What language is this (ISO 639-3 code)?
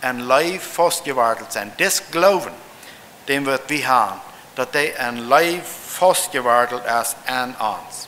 pdt